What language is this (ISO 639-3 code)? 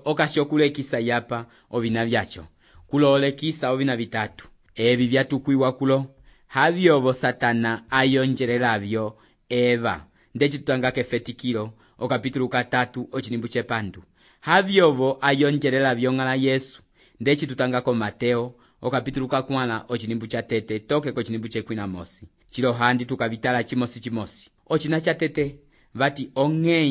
umb